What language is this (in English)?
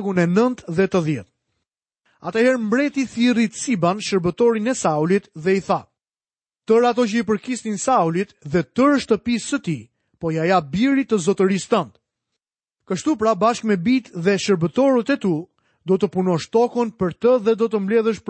Albanian